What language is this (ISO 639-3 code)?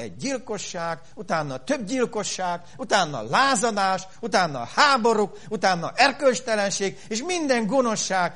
hun